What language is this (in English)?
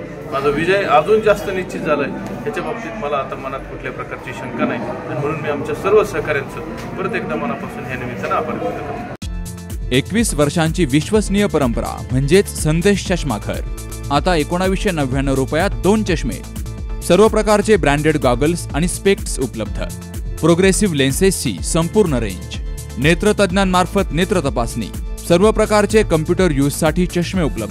Marathi